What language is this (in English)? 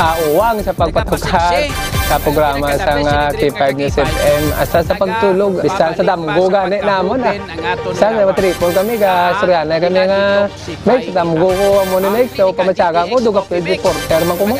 Hiligaynon